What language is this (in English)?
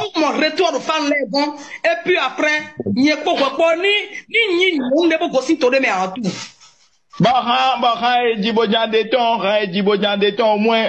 Fon